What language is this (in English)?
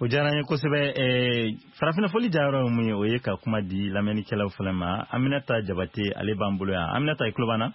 Bambara